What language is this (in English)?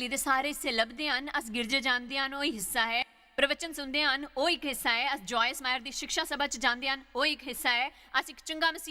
Dogri